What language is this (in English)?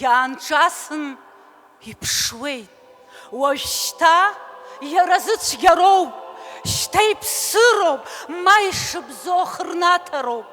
Abkhazian